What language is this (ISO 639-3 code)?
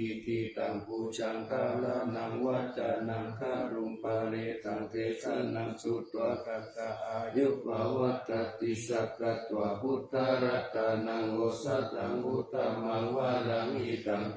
pli